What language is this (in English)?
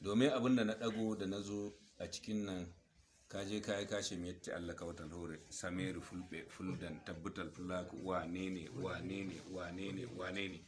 Hausa